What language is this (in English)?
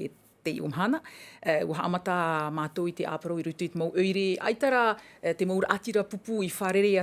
Tahitian